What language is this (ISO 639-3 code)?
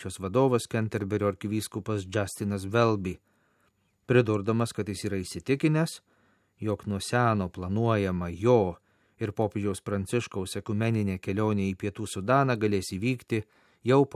lit